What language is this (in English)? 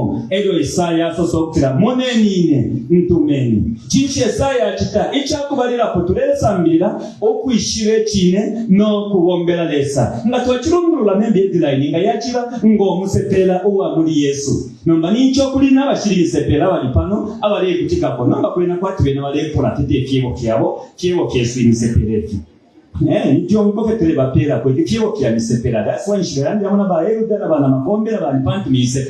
Bemba